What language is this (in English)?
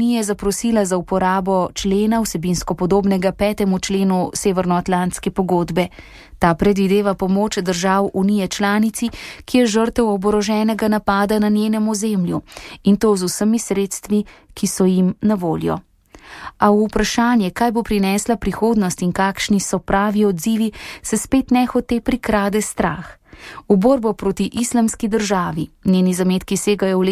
Slovenian